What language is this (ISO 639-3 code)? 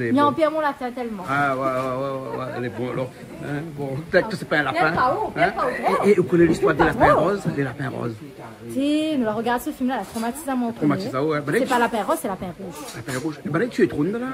rcf